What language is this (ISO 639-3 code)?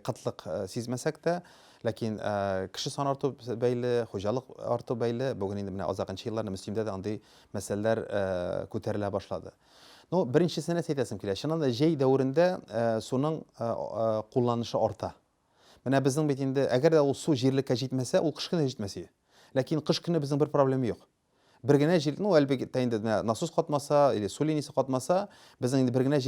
tat